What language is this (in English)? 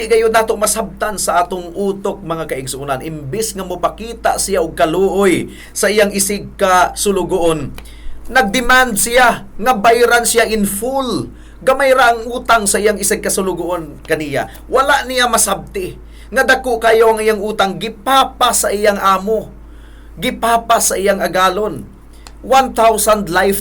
Cebuano